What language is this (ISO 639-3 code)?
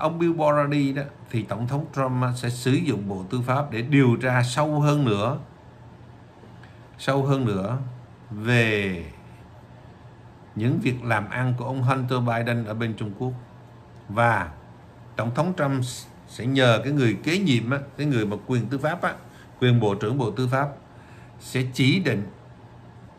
vie